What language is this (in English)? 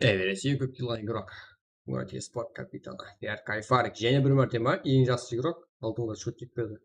Kara-Kalpak